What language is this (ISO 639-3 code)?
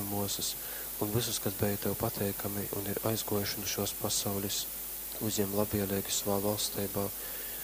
ltg